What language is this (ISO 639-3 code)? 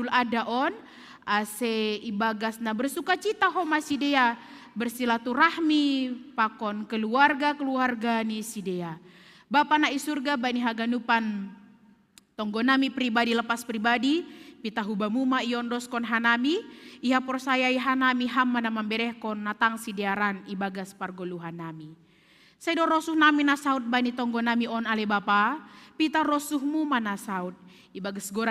bts